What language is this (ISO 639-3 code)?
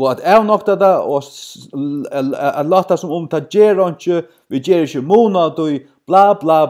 fao